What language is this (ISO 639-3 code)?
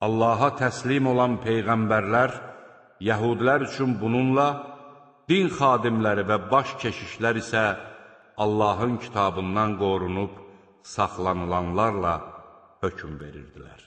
aze